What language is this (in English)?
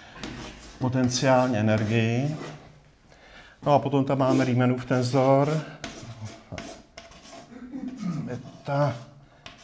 Czech